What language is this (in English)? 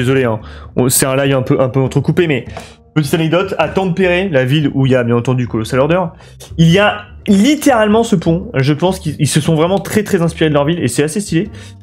French